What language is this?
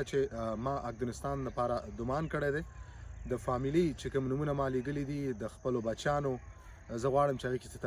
Pashto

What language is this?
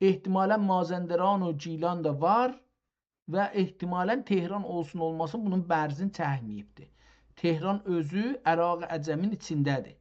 South Azerbaijani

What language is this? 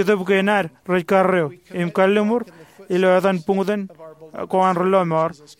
Marshallese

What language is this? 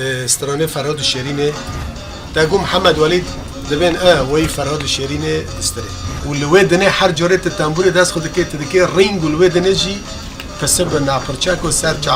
Kurdish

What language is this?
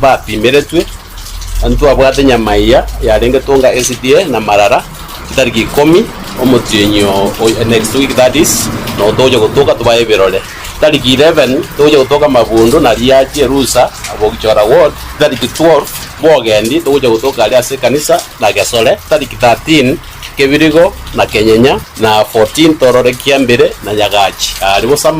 Gusii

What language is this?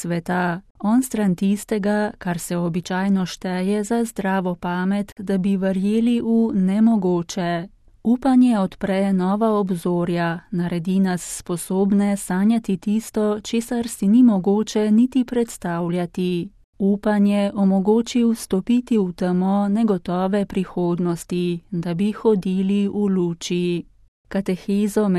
Slovenian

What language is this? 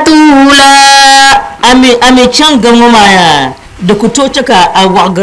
Dagbani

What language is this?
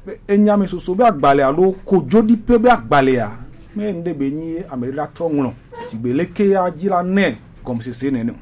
Gen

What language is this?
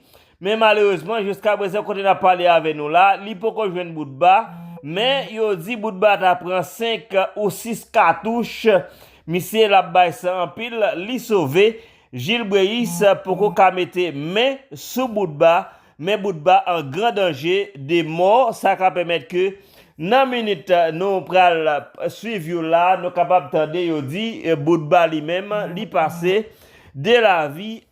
Haitian Creole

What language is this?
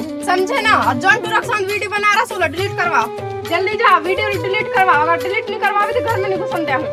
Chhattisgarhi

